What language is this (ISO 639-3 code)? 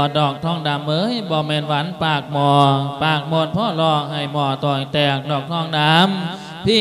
lao